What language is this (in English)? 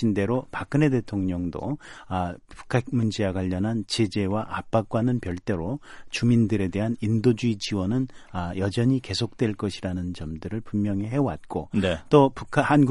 Korean